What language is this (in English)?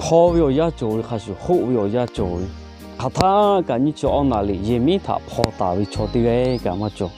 Lahu